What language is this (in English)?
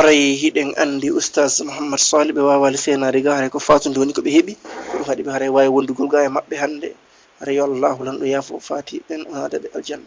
Fula